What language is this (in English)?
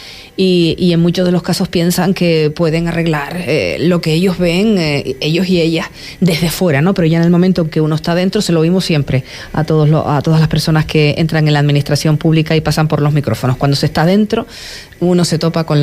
Spanish